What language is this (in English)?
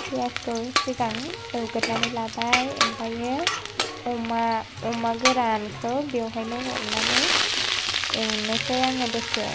Bodo